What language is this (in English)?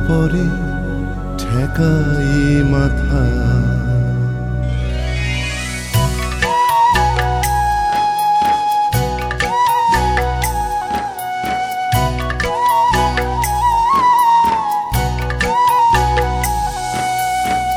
Bangla